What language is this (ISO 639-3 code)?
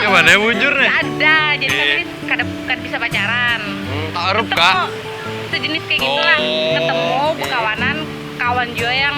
bjn